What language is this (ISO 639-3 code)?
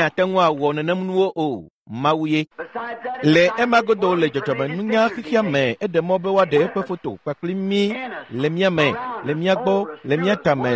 ewe